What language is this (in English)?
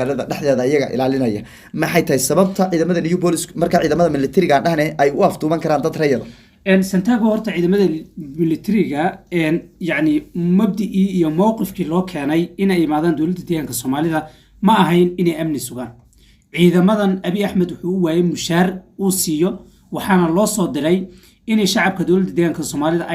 Somali